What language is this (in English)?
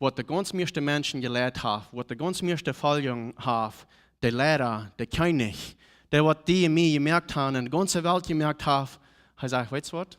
Plautdietsch